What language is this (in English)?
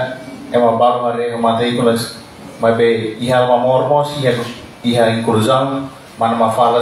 Tetum